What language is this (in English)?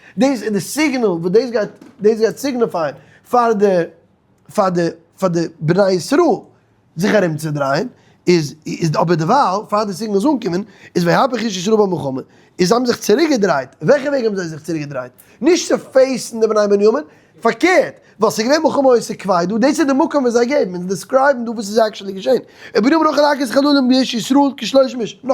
Yiddish